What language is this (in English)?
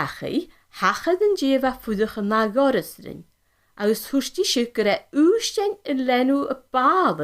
Scottish Gaelic